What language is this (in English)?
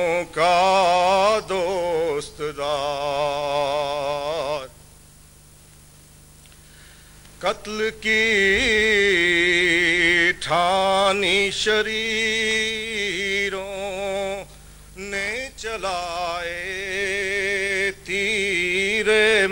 Urdu